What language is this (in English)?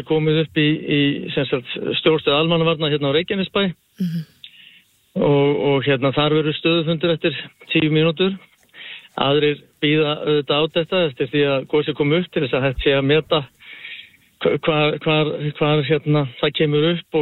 Icelandic